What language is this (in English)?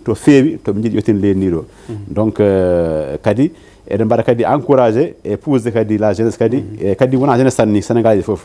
Fula